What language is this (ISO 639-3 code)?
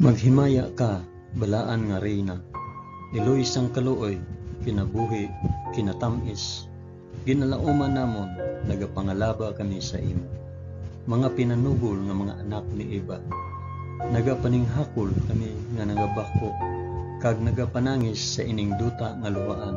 hil